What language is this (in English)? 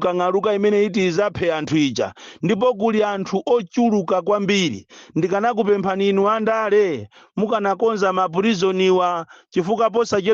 Nyanja